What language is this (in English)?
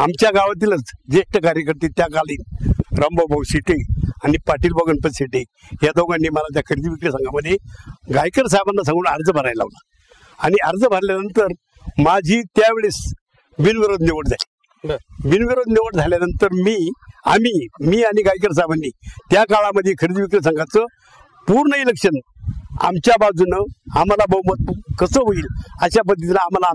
Marathi